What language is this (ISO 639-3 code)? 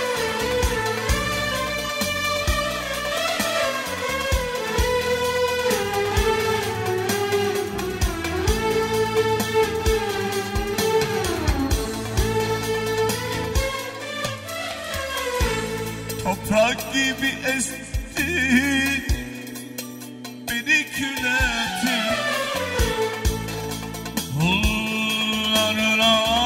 tur